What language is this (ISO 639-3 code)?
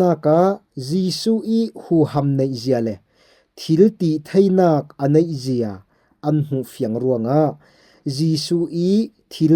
cfm